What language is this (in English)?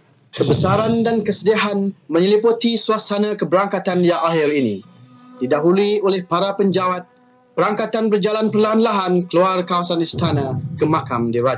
Malay